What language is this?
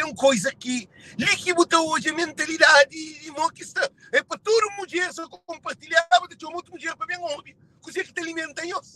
Kabuverdianu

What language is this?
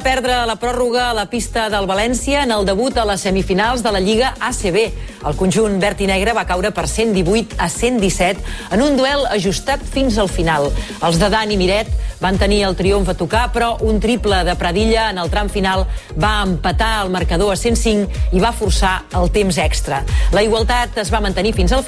Catalan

